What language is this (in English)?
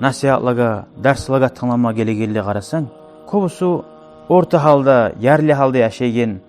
Kumyk